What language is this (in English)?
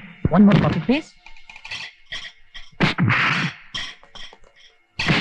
Kannada